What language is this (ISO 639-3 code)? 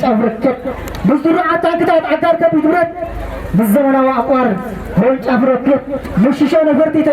tir